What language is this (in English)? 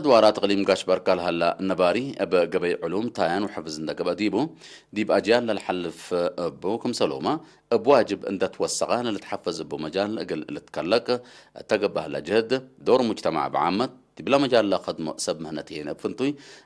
Tigre